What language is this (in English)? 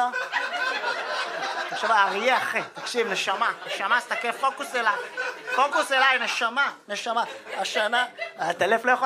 Hebrew